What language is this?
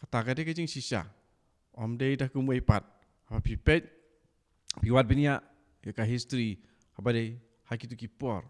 Khasi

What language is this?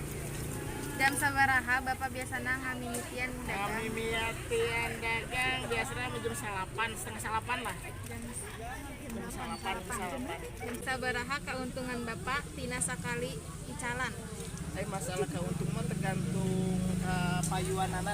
Sundanese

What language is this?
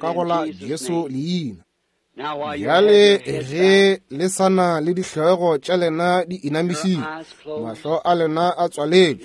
Northern Sotho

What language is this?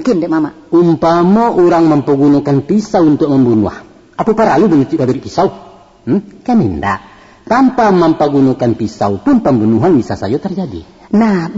Minangkabau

